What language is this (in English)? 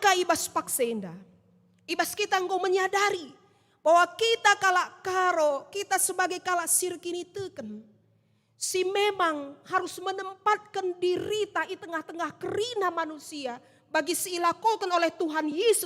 Batak Karo